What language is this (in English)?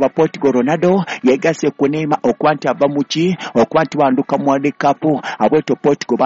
Ganda